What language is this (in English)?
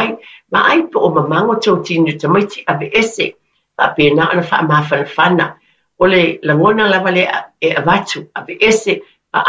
Samoan